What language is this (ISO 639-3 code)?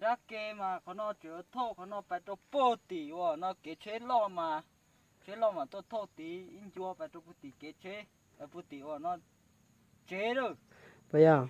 hmn